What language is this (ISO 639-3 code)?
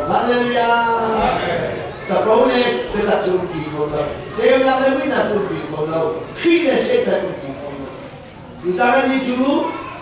cnh